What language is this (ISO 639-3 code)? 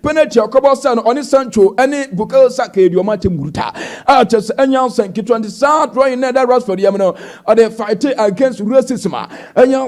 aka